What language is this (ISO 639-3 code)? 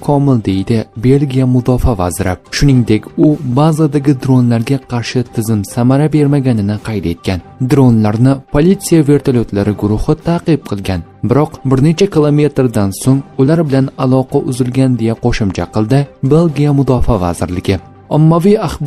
uzb